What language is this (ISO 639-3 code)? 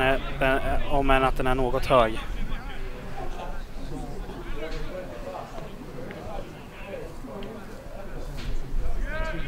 swe